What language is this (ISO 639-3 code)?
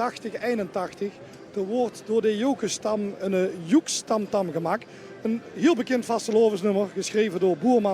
lim